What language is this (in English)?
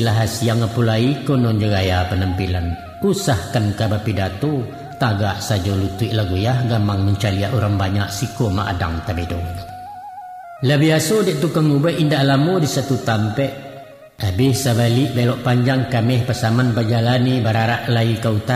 Minangkabau